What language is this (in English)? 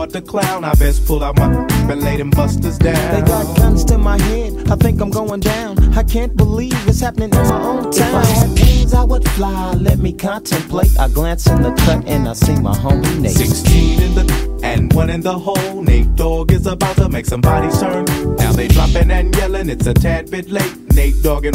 English